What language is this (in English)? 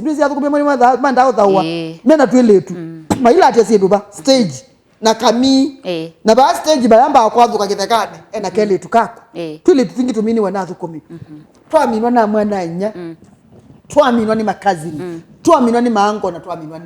Kamba